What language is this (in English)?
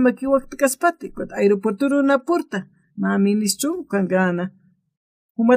Aymara